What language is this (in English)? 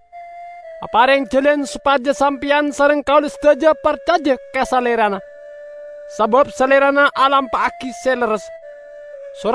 Madurese